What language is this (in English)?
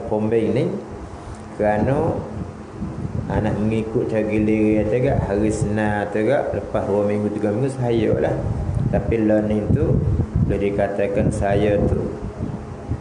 Malay